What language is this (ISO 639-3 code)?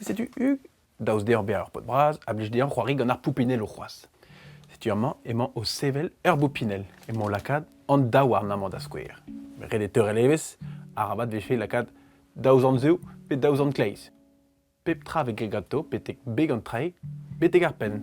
bre